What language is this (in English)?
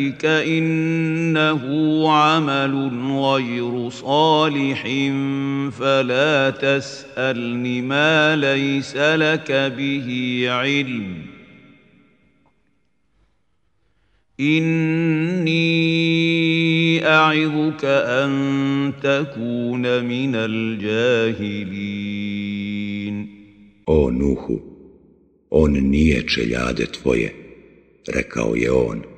Bosnian